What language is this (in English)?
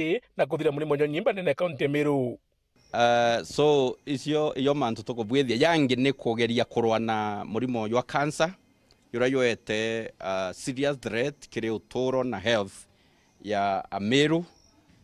Meru